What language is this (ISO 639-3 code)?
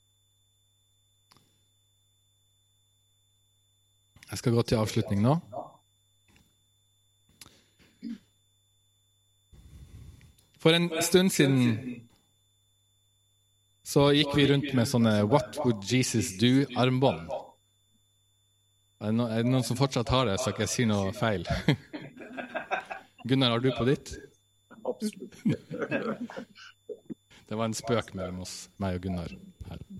nor